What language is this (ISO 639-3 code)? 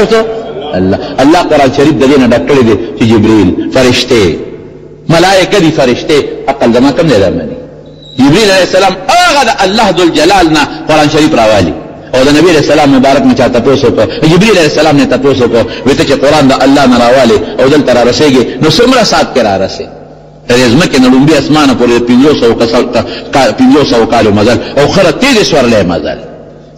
pus